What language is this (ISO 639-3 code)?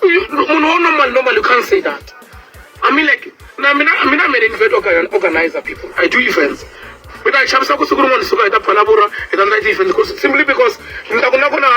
tso